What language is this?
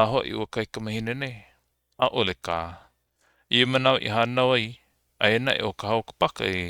Hawaiian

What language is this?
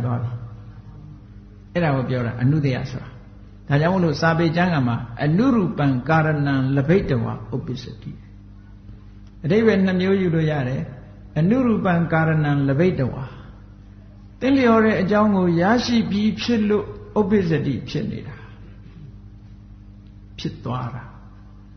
Burmese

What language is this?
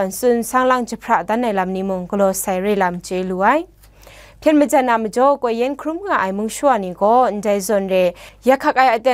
Kachin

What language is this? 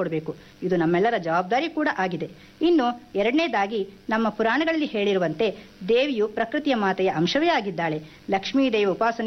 Kannada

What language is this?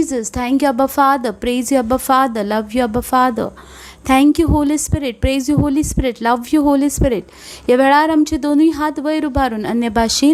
Konkani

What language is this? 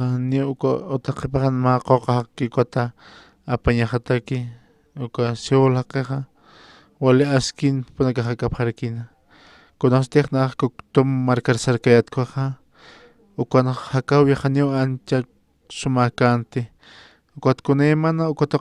Aymara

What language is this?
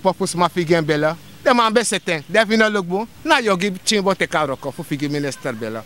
Sranan Tongo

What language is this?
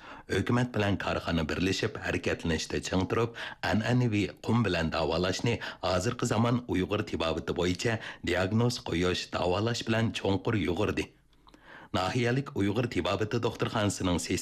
Uyghur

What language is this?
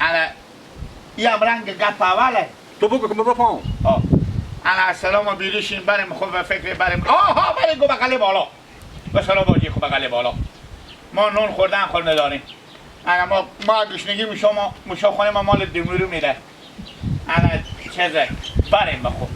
Hazaragi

